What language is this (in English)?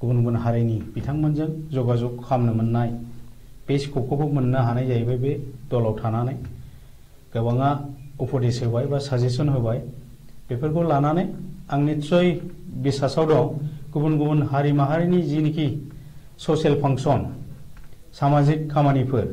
Bodo